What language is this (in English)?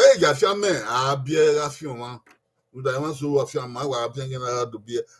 Bini